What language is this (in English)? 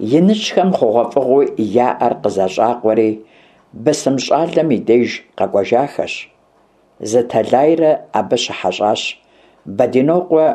Kabardian